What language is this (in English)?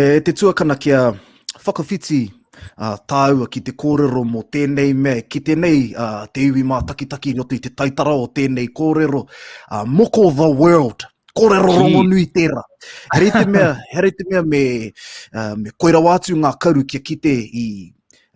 Māori